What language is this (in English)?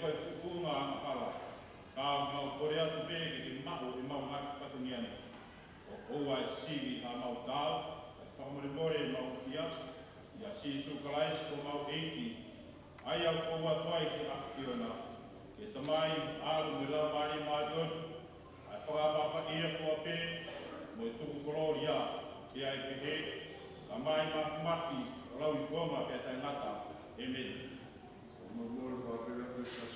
Tongan